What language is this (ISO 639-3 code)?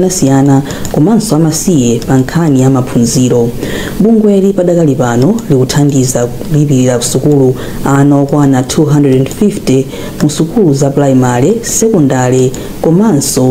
nya